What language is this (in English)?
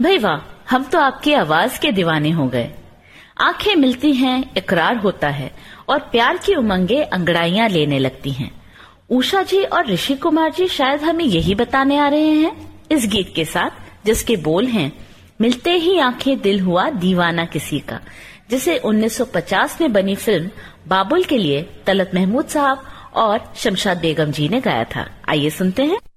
Hindi